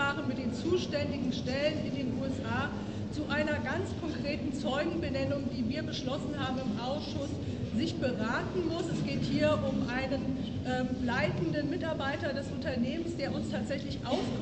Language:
German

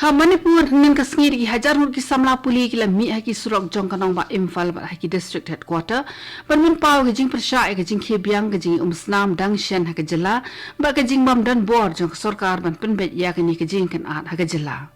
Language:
Khasi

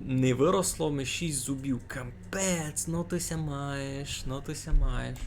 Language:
Rusyn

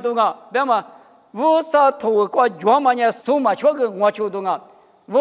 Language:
Lisu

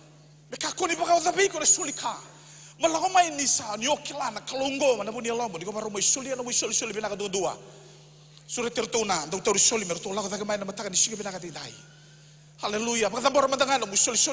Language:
Fijian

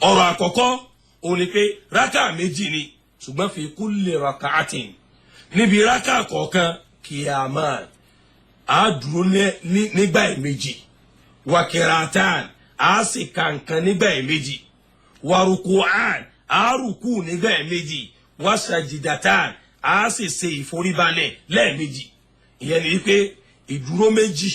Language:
Yoruba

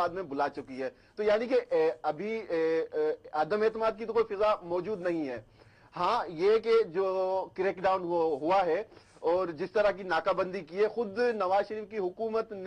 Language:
Urdu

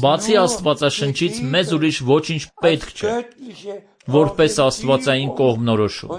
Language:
Armenian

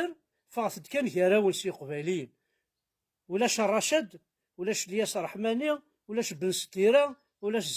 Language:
Kabyle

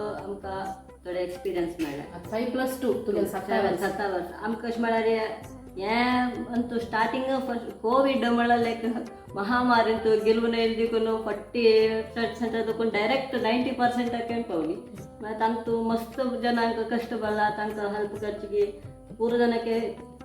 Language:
Konkani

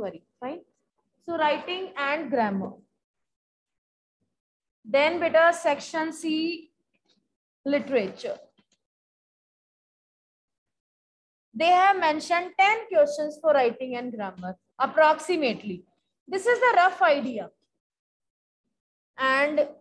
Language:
English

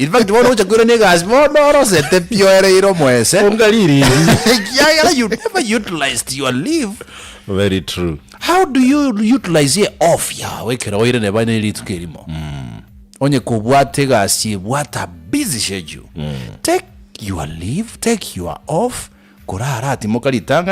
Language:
Gusii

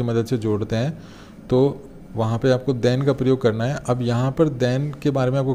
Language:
Hindi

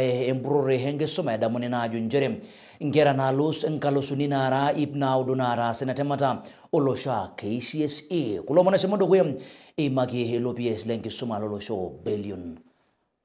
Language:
Masai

